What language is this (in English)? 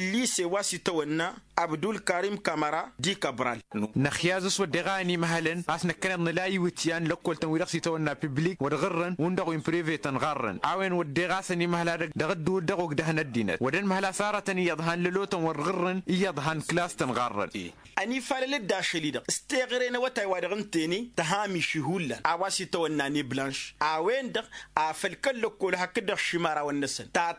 Tamasheq